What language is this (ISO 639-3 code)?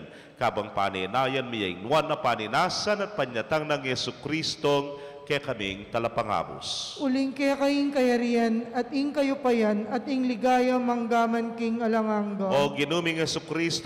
pam